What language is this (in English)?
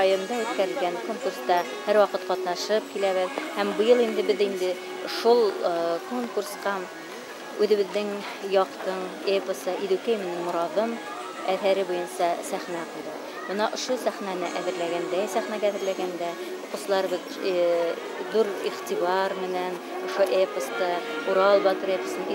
Bashkir